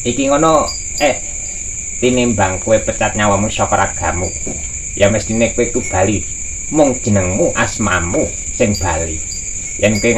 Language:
Javanese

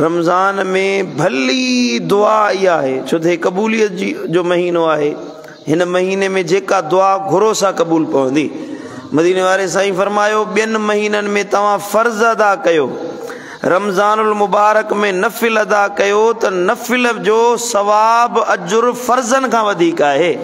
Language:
Sindhi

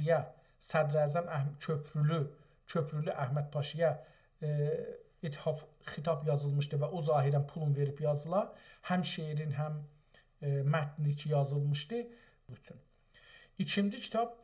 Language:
South Azerbaijani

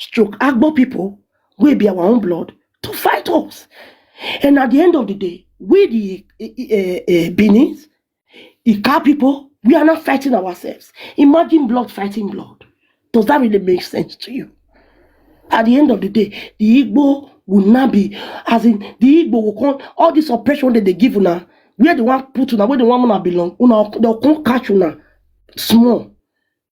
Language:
Nigerian Pidgin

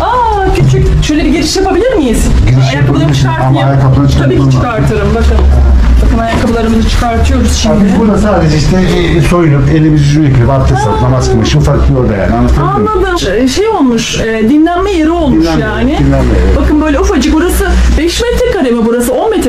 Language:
Turkish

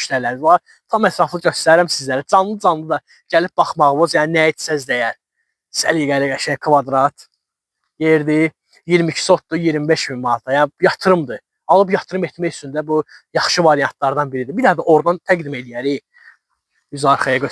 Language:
Azerbaijani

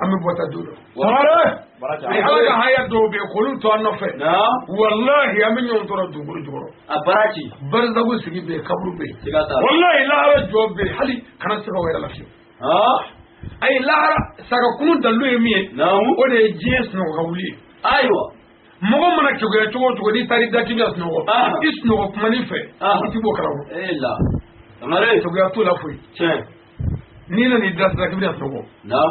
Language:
Bambara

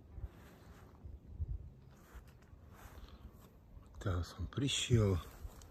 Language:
Slovak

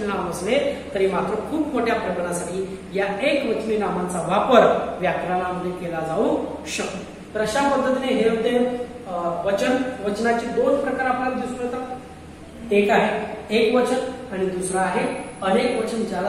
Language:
Marathi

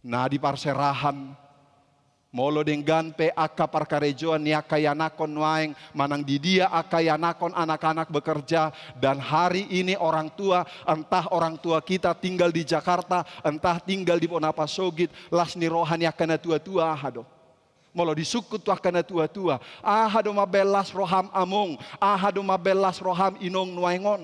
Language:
Batak Toba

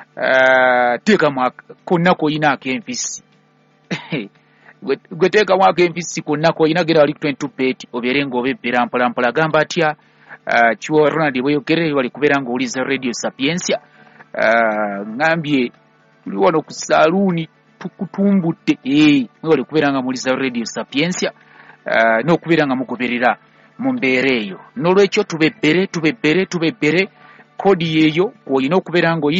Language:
Ganda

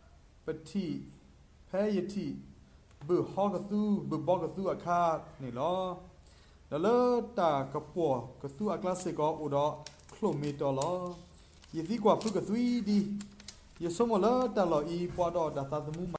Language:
S'gaw Karen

